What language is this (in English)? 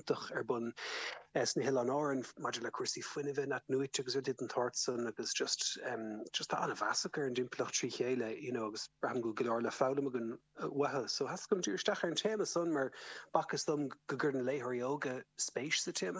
Irish